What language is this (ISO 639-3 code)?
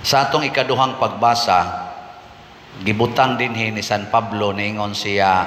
ceb